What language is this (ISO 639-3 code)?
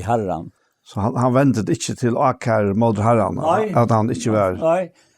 fao